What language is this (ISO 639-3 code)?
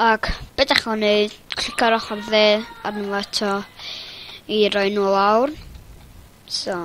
cym